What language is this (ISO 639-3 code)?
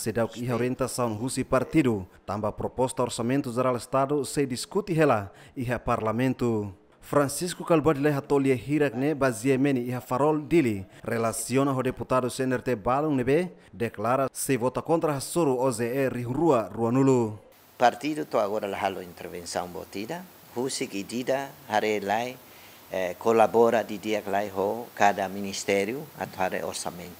tet